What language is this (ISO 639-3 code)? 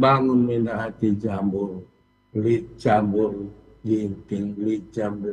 btx